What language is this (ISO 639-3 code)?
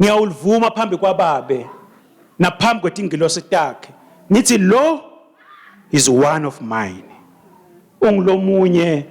ssw